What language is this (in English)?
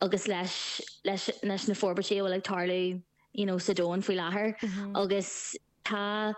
Irish